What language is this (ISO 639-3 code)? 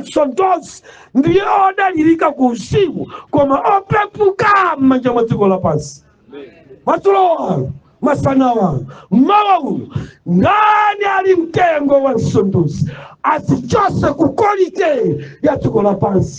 nya